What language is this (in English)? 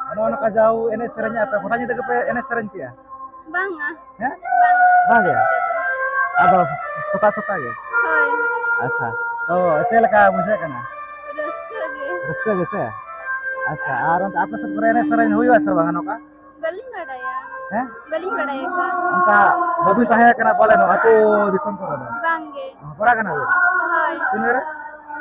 Santali